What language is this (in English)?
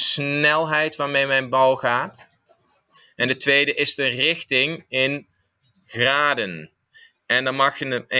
Dutch